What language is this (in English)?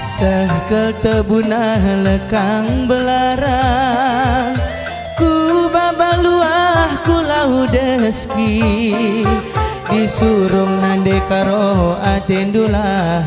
Batak Karo